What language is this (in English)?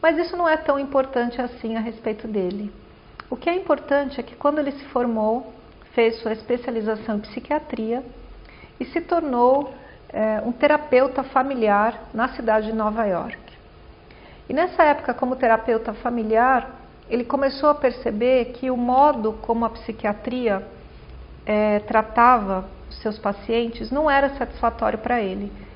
Portuguese